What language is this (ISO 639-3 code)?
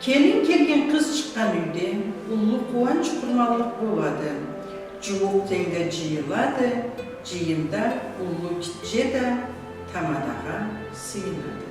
krc